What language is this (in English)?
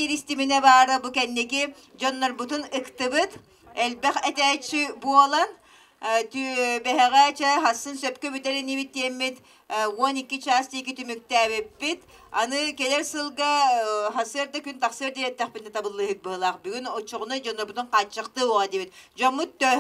Yakut